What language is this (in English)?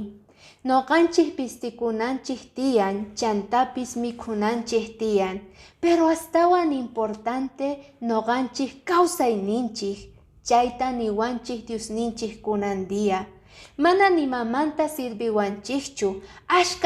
Quechua